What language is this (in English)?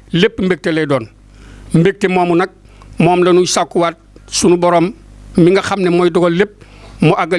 Wolof